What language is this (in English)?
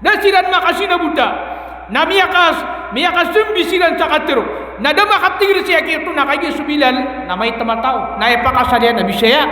Maranao